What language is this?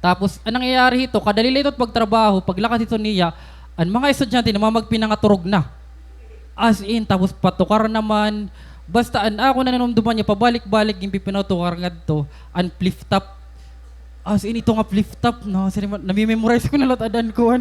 Waray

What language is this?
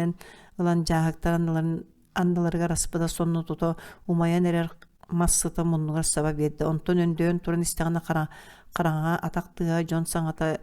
Yakut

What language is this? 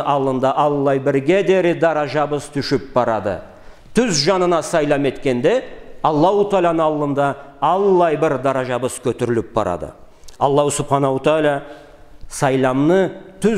Karachay-Balkar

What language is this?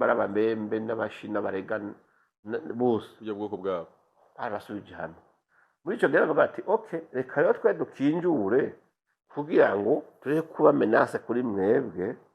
Rundi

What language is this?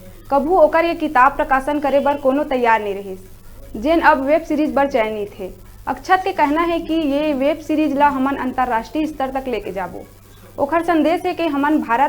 Chhattisgarhi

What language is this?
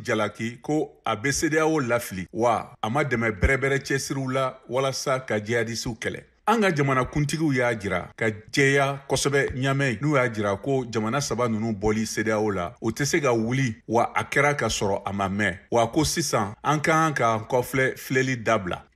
Bambara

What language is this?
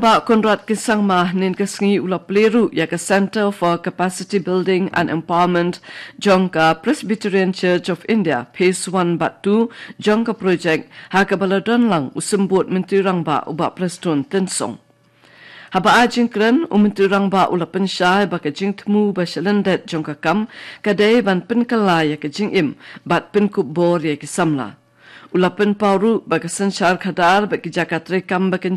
Khasi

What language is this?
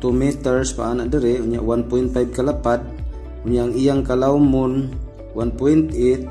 Cebuano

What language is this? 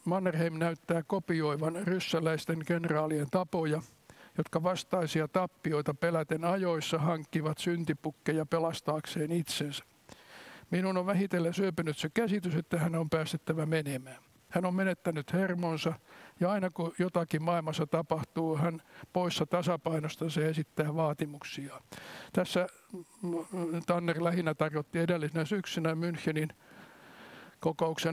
Finnish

